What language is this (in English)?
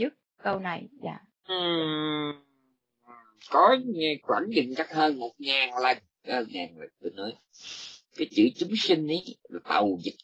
Vietnamese